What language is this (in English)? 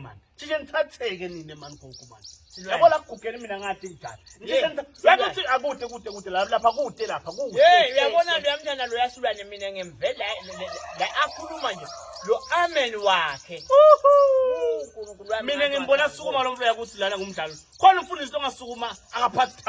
Swati